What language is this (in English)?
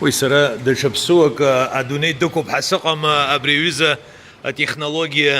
Abkhazian